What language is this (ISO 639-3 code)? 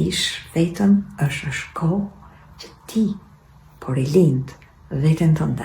sqi